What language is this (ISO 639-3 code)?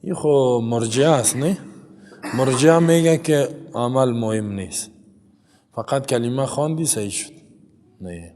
fas